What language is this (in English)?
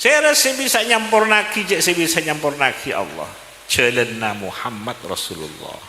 Madurese